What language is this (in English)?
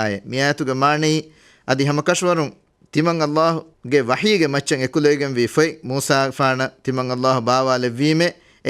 Divehi